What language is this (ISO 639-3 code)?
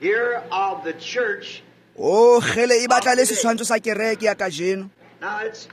tsn